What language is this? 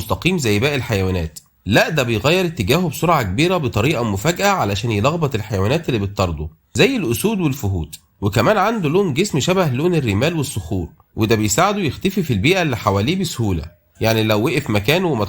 Egyptian Arabic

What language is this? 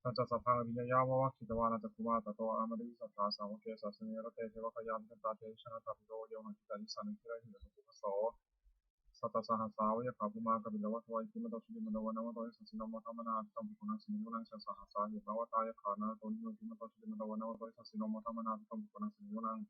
Pali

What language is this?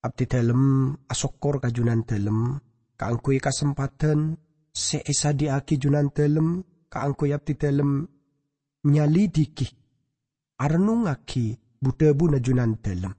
Madurese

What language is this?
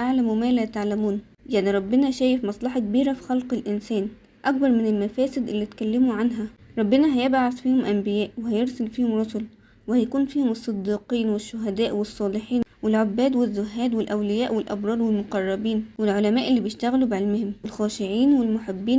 Egyptian Arabic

